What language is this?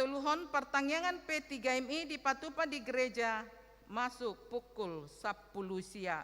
Batak Toba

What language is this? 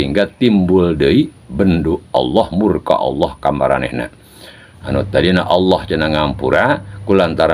Sundanese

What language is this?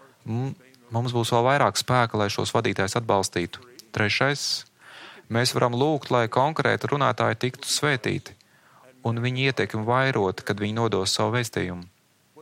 Latvian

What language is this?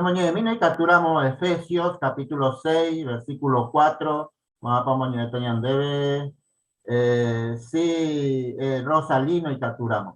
Guarani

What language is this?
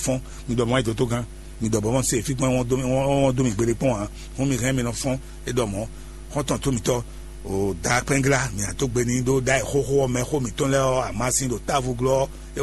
Fon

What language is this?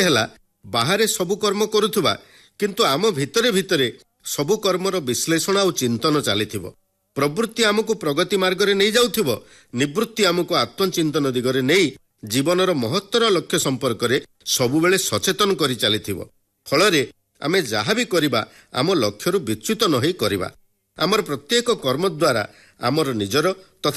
Odia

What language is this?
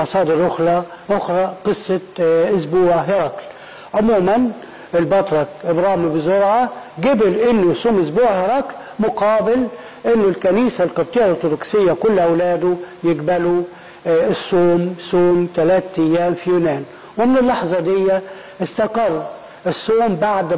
Egyptian Arabic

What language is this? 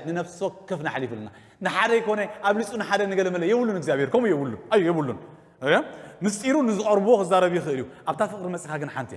Tigrinya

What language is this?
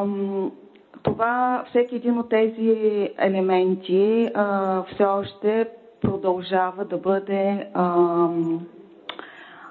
Bulgarian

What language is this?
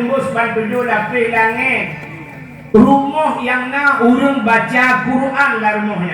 Achinese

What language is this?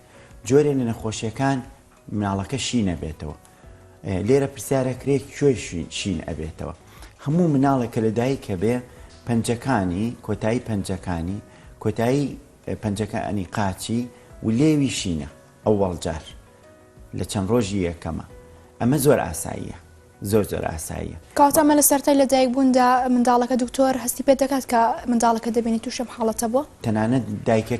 Central Kurdish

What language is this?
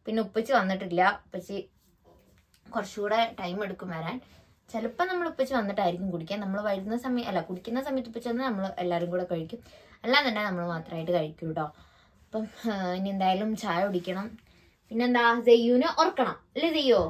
Malayalam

